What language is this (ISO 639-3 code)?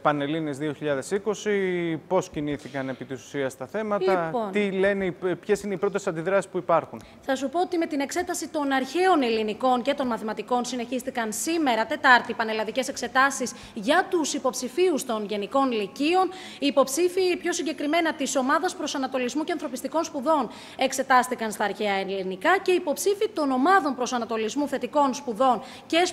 ell